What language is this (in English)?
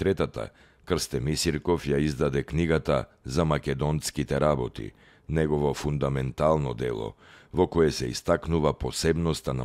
Macedonian